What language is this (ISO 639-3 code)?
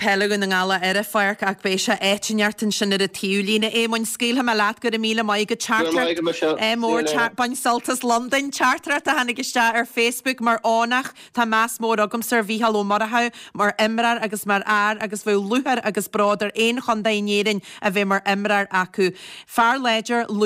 gle